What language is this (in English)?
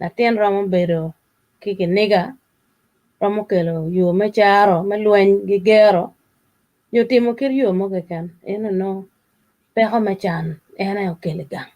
Acoli